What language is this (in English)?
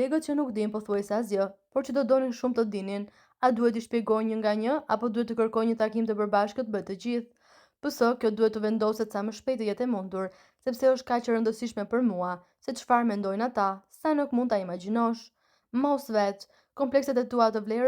Albanian